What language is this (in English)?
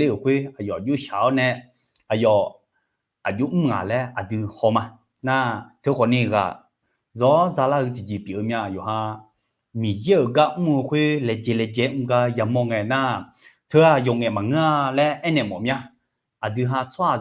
Akha